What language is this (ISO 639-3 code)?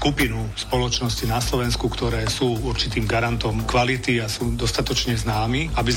slk